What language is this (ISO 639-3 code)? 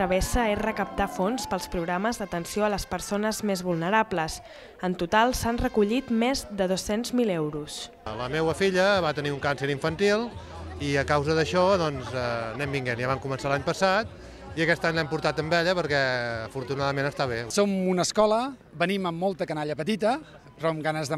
cat